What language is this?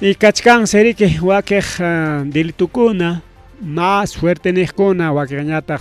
Ayacucho Quechua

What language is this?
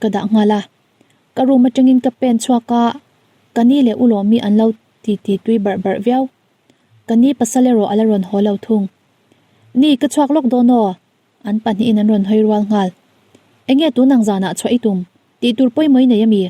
Mizo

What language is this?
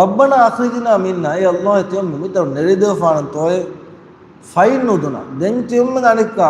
Divehi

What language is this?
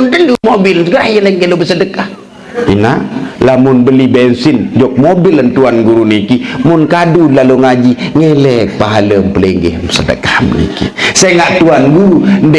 Sasak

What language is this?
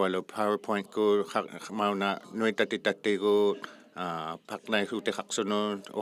Inuktitut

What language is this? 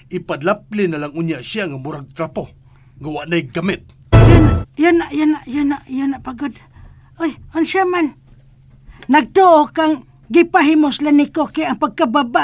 Cebuano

